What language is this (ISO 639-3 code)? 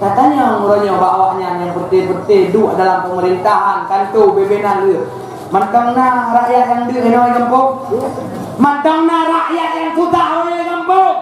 ace